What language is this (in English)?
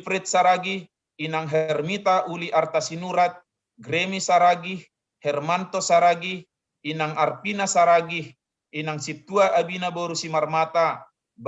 Batak Simalungun